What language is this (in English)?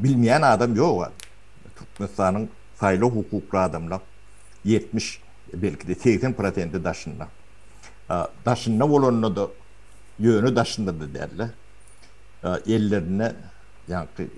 Turkmen